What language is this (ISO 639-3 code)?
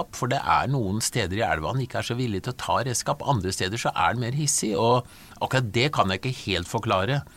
nor